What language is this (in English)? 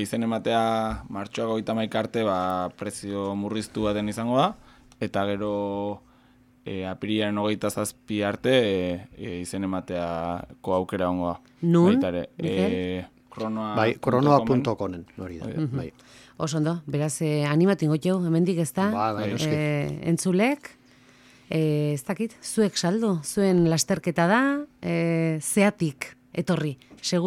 Basque